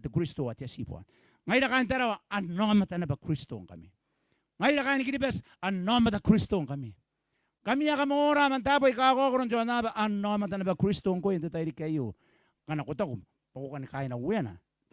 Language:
Gilbertese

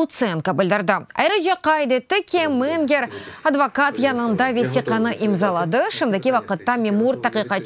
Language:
Crimean Tatar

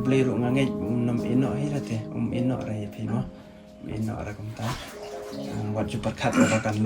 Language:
Khasi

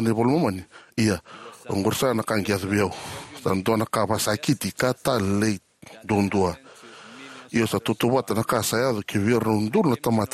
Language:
Fijian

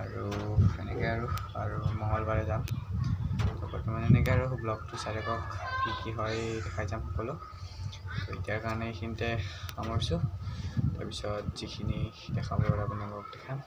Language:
Assamese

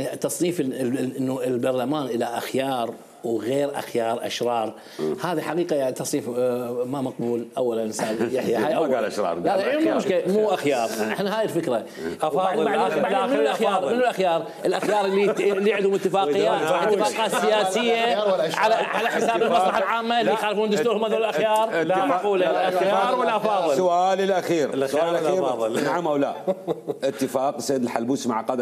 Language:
Mesopotamian Arabic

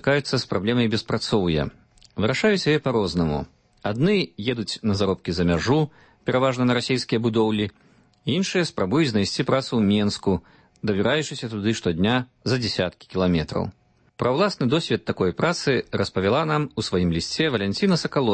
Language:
Belarusian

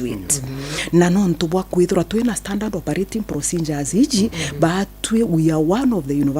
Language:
Meru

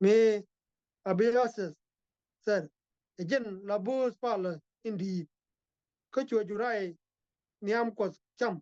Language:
Nuer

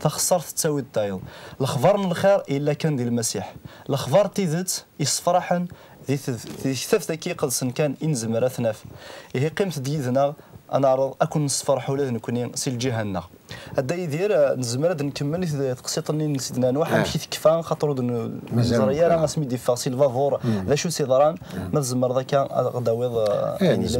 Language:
Kabyle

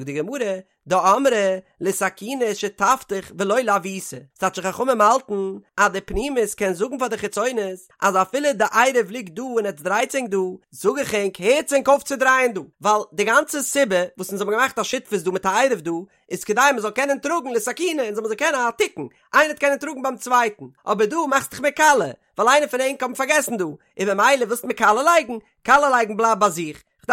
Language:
Yiddish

